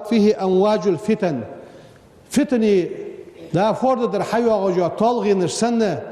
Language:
Ingush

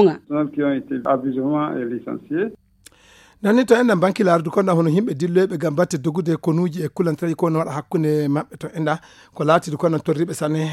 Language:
Nigerian Fulfulde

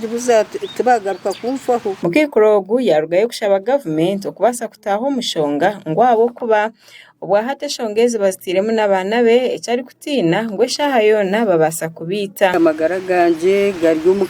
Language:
Nyankole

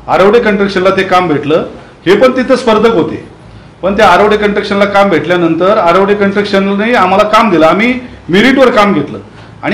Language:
Marathi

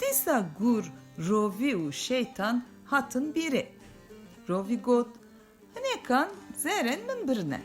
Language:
Kurdish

